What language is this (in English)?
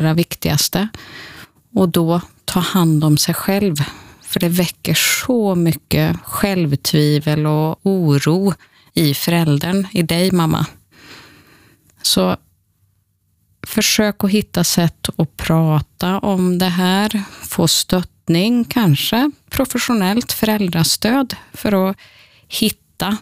Swedish